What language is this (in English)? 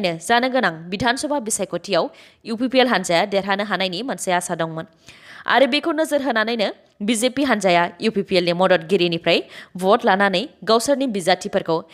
Bodo